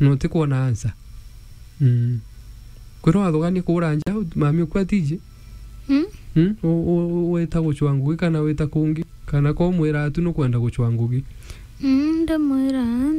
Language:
Meru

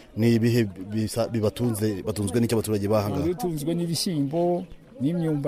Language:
Kinyarwanda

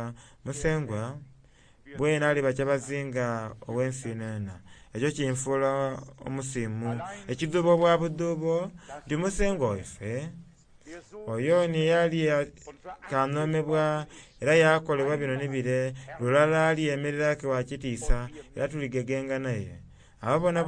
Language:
Soga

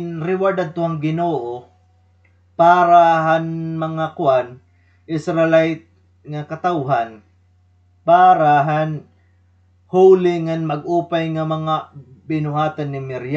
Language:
Waray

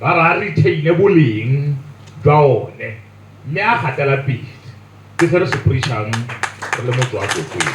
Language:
Tswana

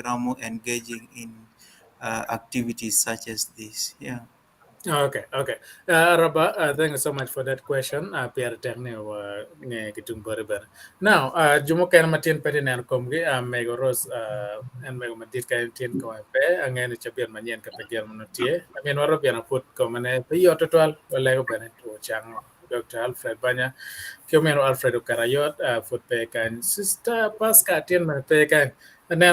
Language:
Acoli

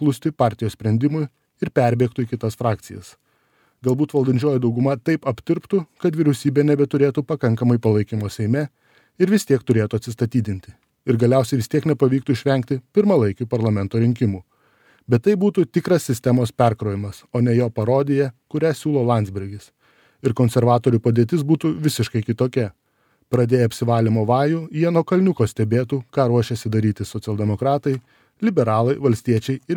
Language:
Lithuanian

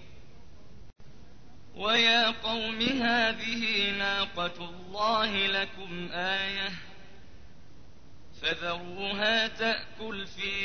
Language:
Arabic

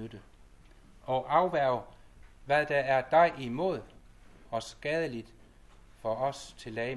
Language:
Danish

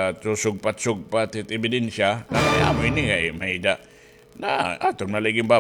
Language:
Waray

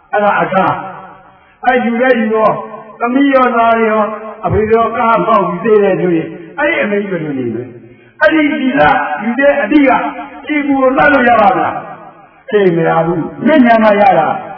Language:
Burmese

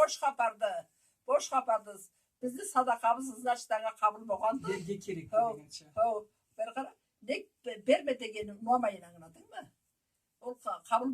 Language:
Karachay-Balkar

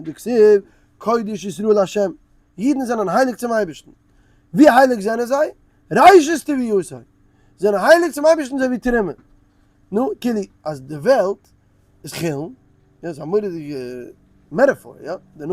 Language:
Yiddish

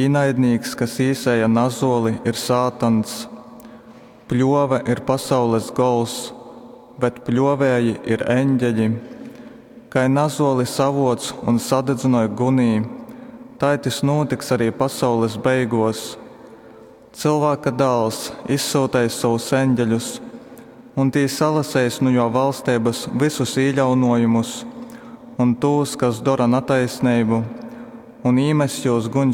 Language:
Latgalian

